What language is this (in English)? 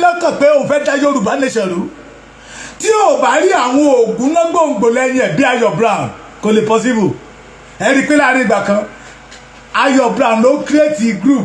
Yoruba